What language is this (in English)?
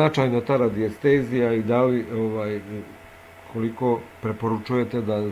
Serbian